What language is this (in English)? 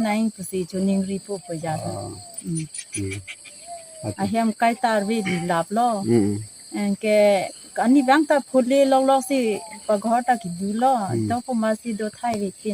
Karbi